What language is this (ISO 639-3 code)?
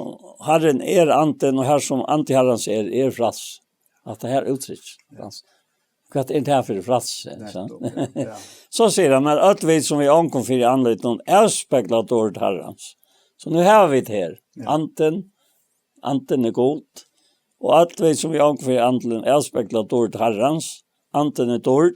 fao